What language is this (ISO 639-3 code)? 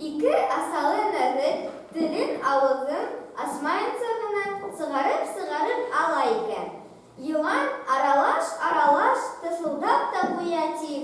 bak